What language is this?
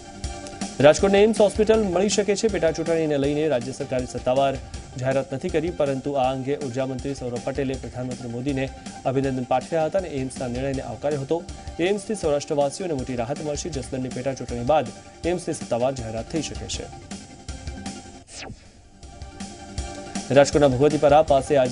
Gujarati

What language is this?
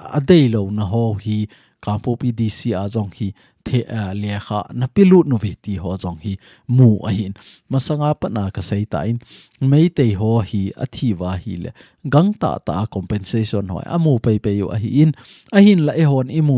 Thado Chin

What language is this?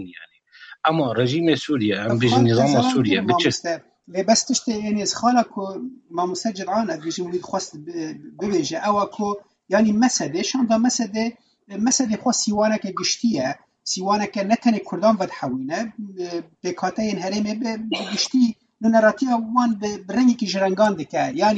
Kurdish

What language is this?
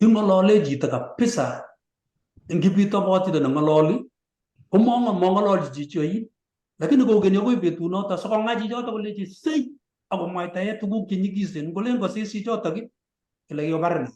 Kalenjin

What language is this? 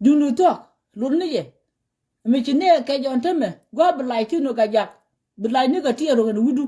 Nuer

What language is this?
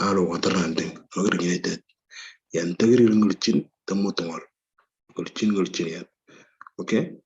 Moro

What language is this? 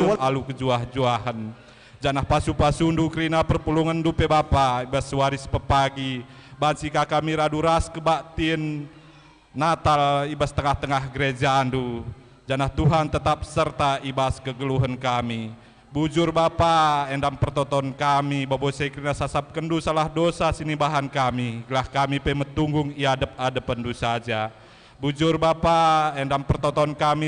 Batak Karo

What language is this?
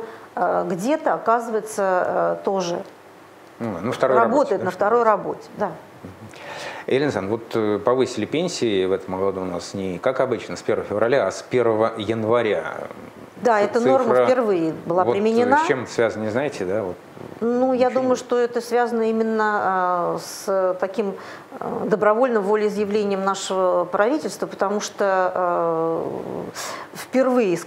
Russian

